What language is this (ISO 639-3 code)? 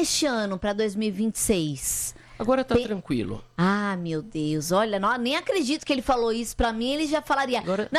por